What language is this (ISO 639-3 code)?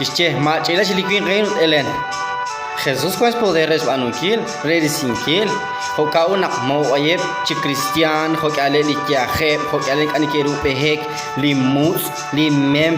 kek